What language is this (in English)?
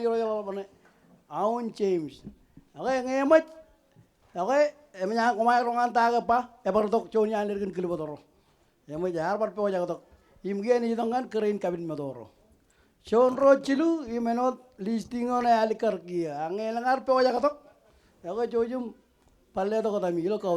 Marshallese